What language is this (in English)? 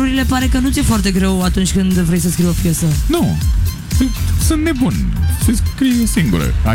Romanian